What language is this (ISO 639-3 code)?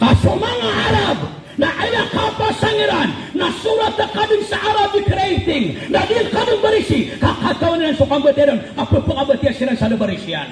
mrw